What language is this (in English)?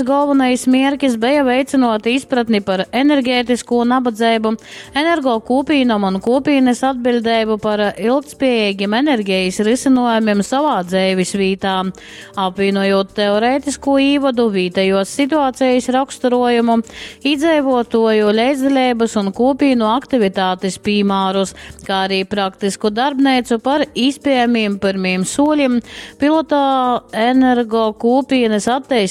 Latgalian